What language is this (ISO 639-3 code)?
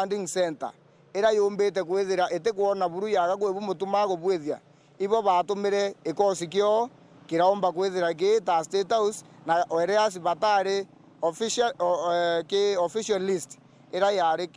mer